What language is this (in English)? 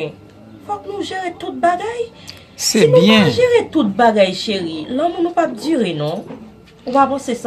Haitian Creole